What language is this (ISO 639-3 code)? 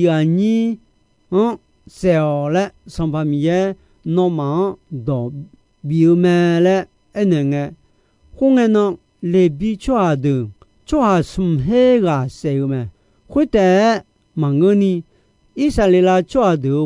ahk